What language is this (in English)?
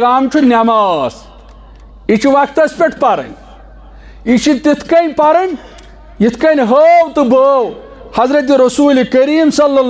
Kashmiri